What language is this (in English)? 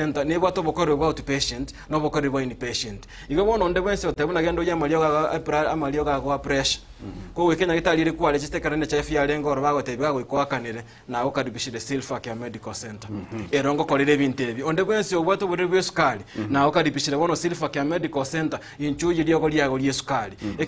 Gusii